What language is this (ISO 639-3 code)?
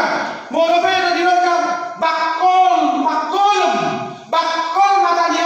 bbc